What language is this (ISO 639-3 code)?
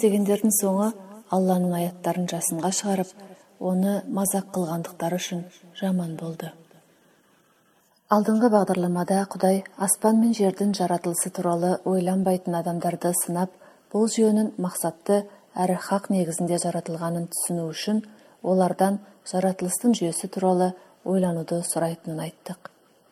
kaz